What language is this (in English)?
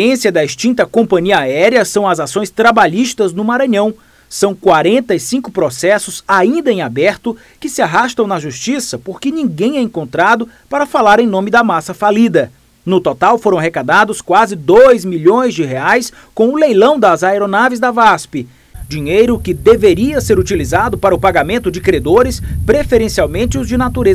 Portuguese